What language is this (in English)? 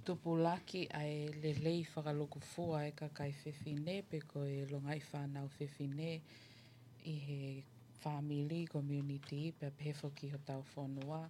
Tongan